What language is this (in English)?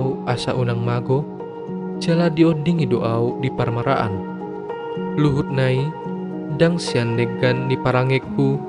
Batak Toba